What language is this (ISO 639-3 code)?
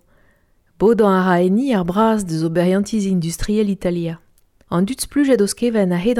bre